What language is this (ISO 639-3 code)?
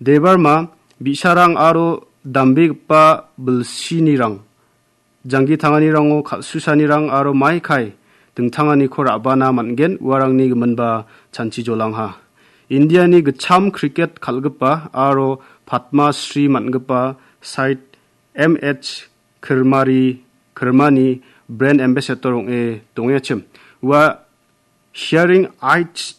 grt